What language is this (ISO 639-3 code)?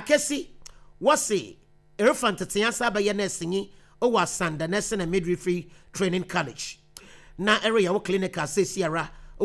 aka